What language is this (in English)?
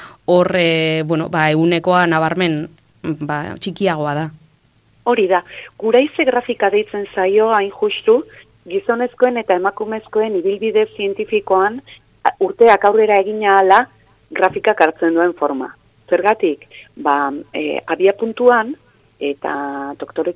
Basque